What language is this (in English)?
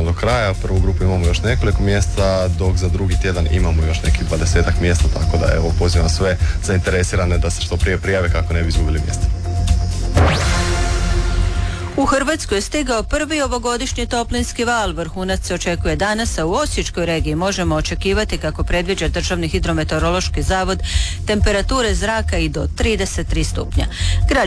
Croatian